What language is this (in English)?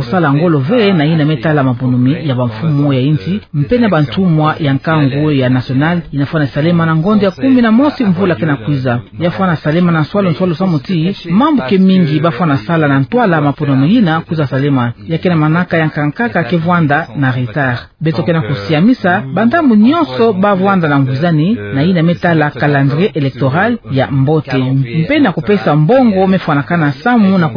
Kituba (Democratic Republic of Congo)